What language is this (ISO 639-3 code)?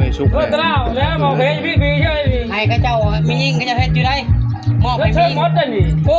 tts